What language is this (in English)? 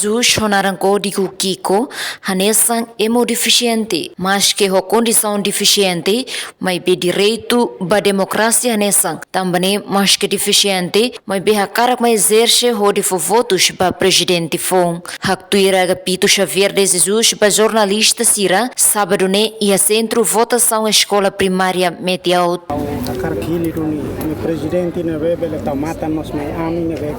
Tetum